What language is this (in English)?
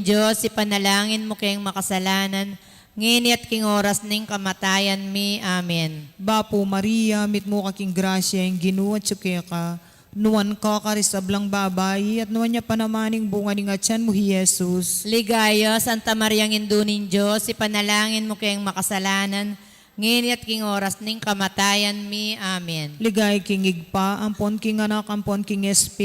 Pampanga